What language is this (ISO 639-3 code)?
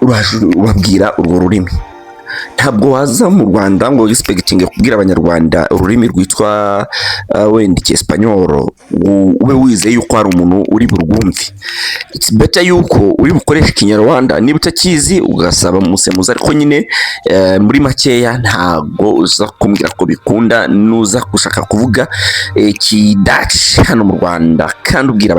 kin